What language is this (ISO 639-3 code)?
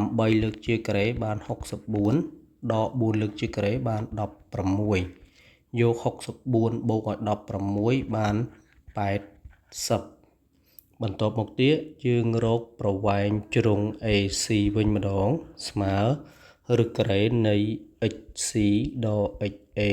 khm